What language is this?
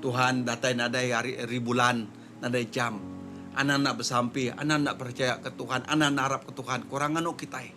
Iban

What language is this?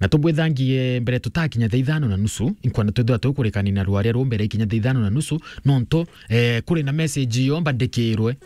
Meru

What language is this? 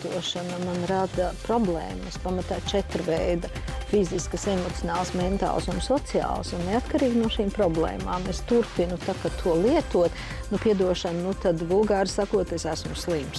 Latvian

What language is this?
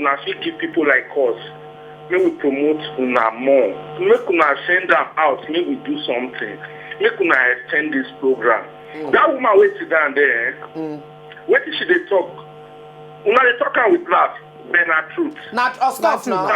Nigerian Pidgin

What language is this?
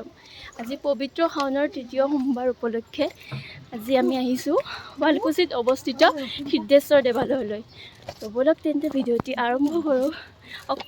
Assamese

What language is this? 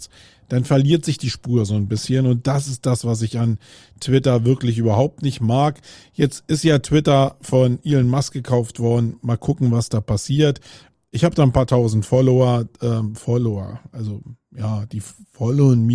German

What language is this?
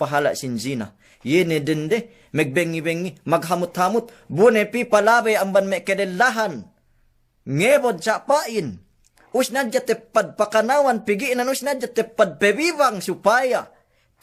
Yakan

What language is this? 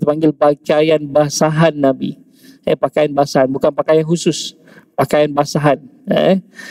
Malay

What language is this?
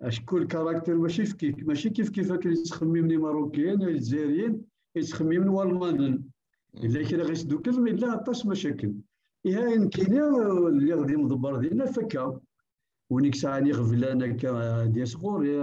Kabyle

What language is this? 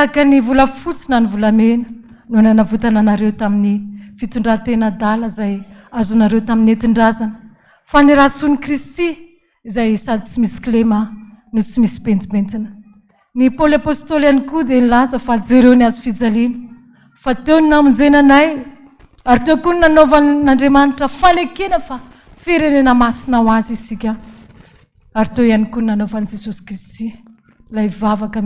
Malagasy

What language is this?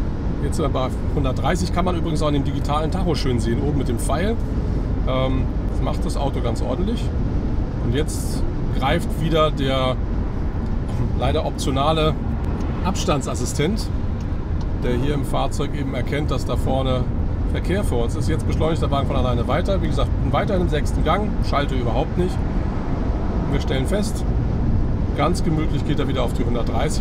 German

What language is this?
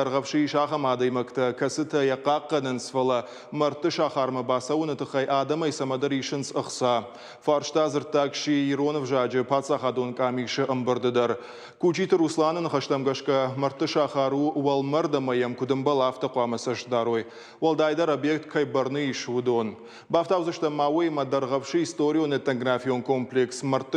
Ossetic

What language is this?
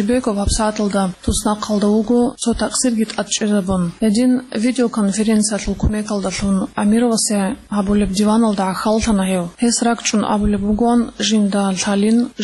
Avaric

